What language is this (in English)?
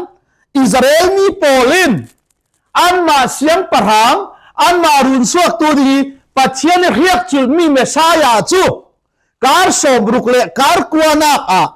Falam Chin